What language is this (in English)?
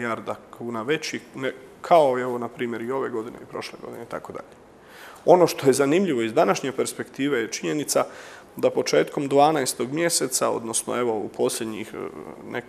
Croatian